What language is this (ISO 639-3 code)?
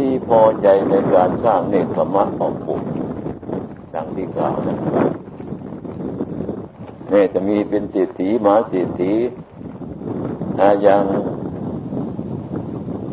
tha